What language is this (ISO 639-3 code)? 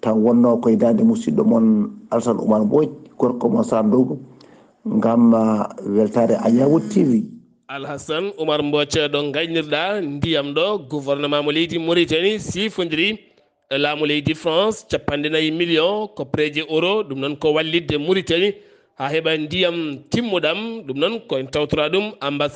ful